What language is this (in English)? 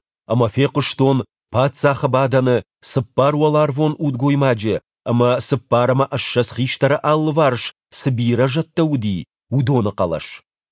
Ossetic